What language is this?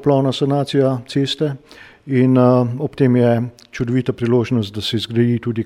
Slovenian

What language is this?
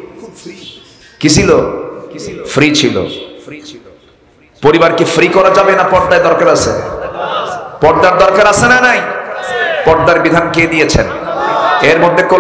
Bangla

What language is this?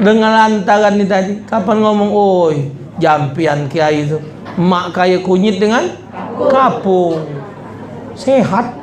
Musi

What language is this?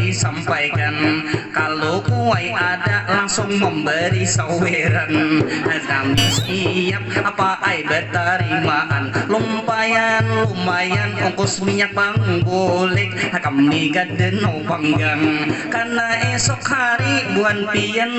Banjar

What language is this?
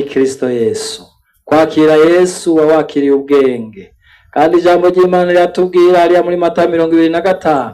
Rundi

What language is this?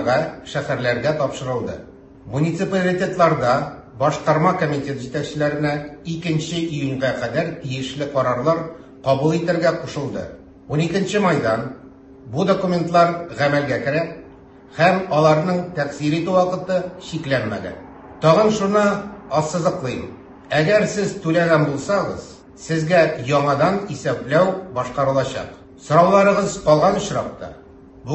Tatar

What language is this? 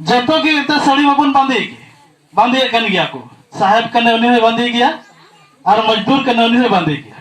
Santali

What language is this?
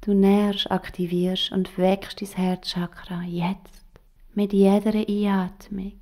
Swiss German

